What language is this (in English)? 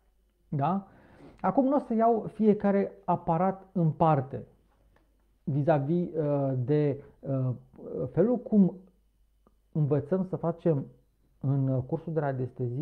Romanian